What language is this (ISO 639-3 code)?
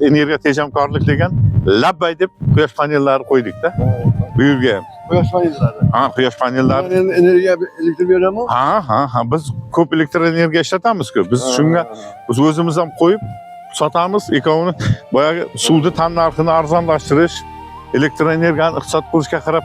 uzb